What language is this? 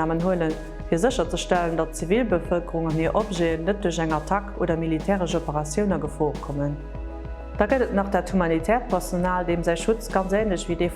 Luxembourgish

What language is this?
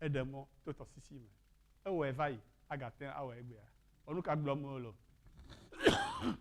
Ewe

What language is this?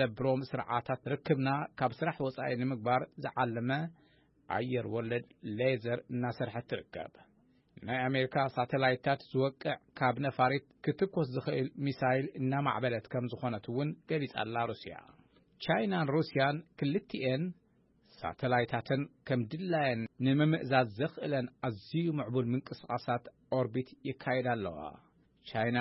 Tigrinya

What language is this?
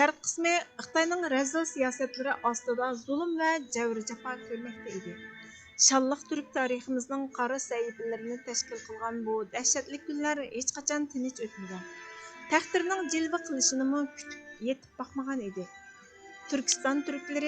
Uyghur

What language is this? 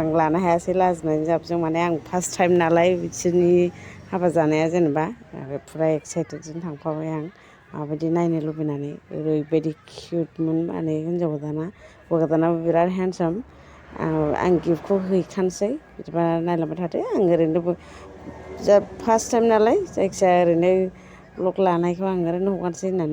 Bodo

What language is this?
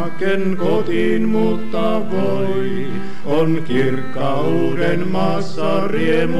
Finnish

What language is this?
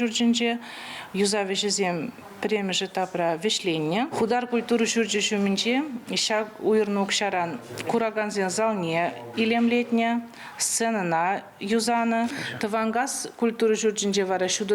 Chuvash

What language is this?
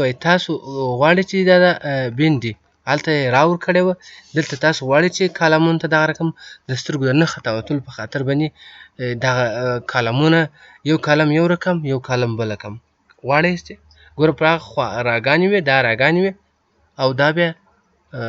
Pashto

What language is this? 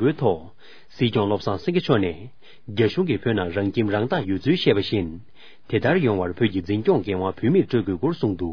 Tibetan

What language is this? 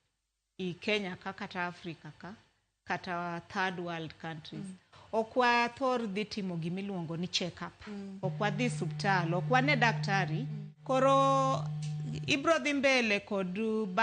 Luo (Kenya and Tanzania)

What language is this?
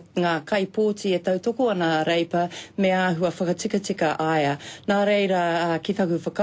Māori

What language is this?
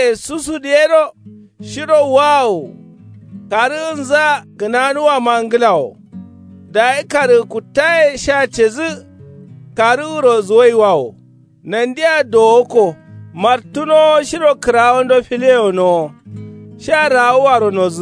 Kanuri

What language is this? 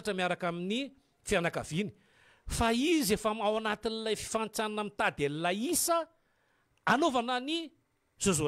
Malagasy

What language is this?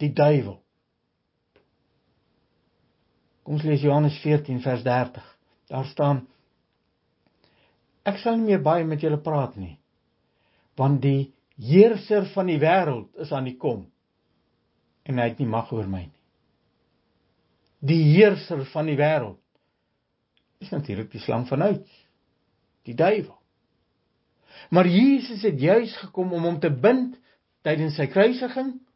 Afrikaans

